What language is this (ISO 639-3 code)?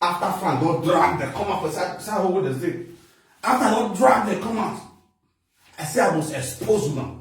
pcm